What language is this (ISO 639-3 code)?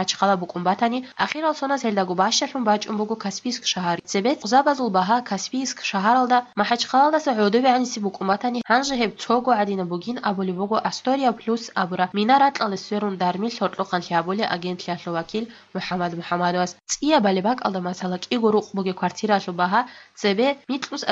ava